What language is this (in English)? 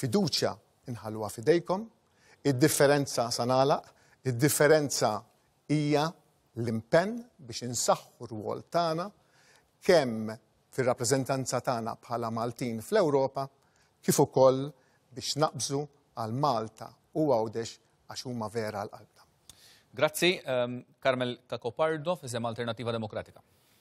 Maltese